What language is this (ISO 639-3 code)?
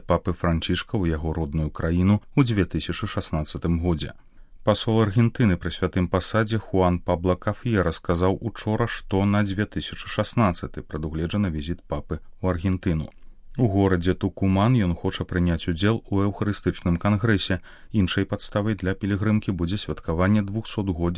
bel